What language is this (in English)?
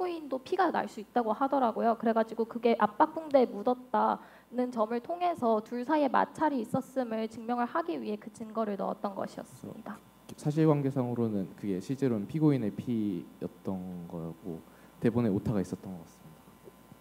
Korean